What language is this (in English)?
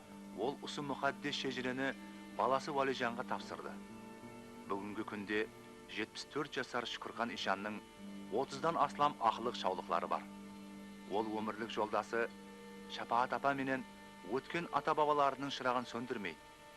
Kara-Kalpak